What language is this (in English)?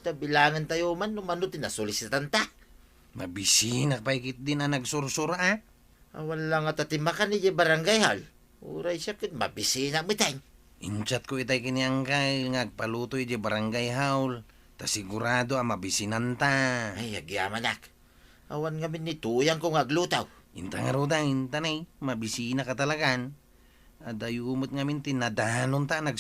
Iloko